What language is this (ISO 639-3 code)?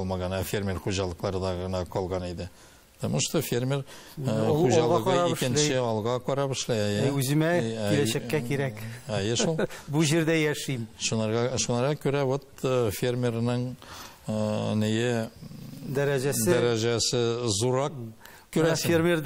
tat